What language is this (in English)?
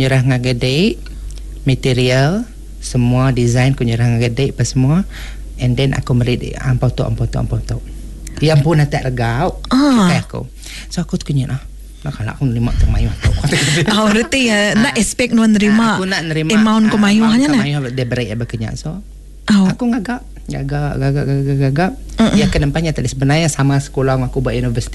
Iban